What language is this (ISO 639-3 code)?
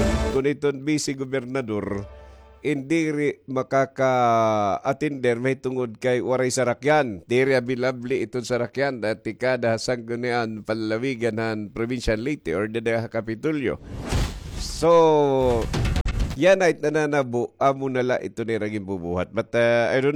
war